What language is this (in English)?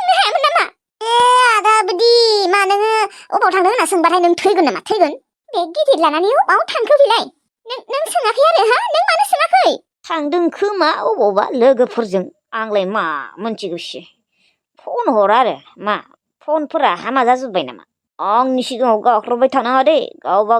Bodo